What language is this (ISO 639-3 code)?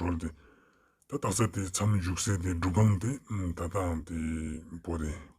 lbj